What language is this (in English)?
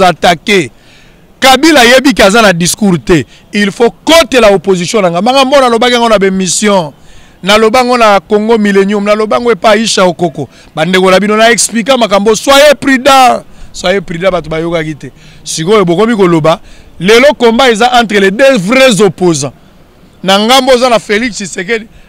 Lingala